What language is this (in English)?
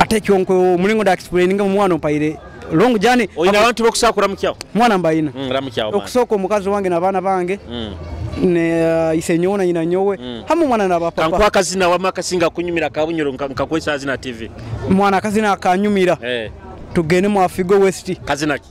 Nyoro